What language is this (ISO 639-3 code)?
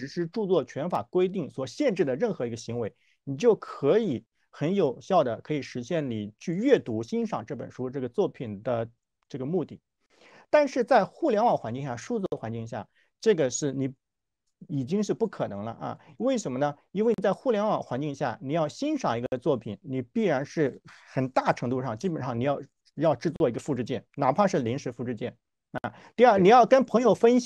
zho